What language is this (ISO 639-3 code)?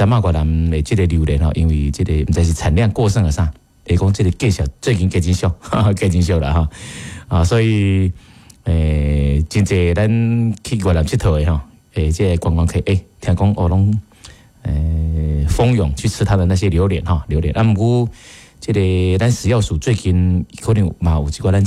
nan